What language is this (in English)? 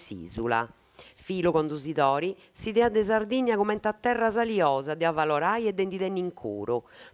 Sardinian